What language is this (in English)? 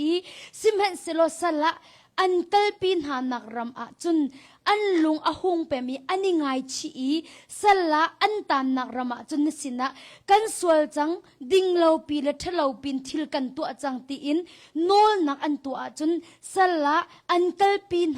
Hakha Chin